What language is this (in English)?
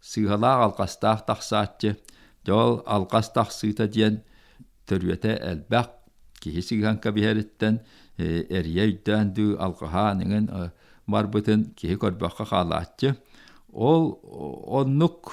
Yakut